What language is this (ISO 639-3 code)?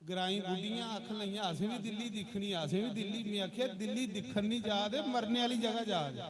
doi